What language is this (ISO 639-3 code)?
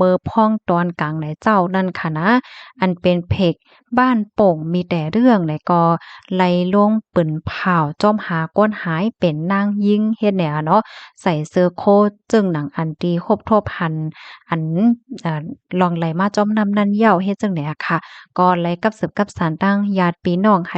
shn